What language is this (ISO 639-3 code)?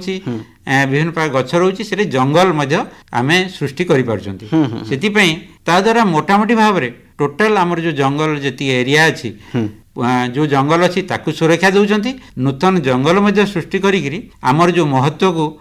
ori